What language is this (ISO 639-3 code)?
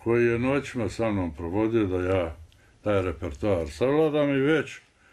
bos